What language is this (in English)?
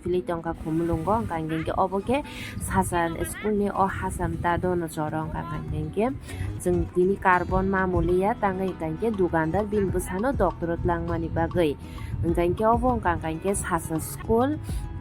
Kok Borok